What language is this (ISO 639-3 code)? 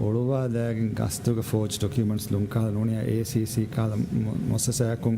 div